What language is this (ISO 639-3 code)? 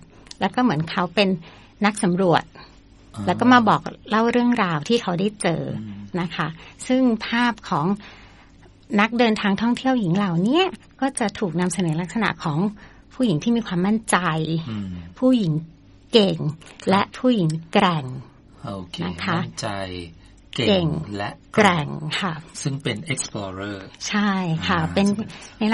tha